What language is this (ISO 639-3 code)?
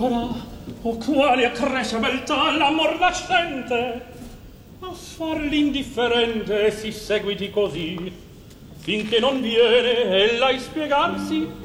ita